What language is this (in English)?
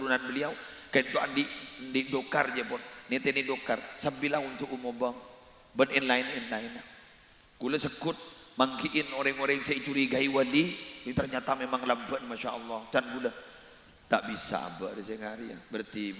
Madurese